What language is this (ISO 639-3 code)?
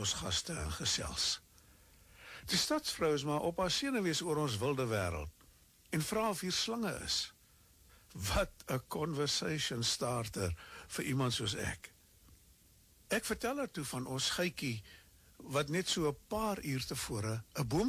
afr